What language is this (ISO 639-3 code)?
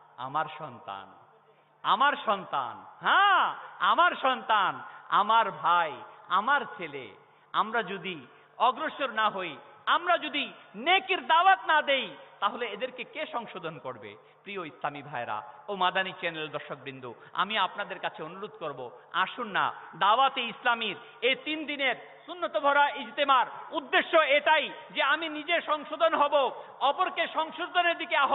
ben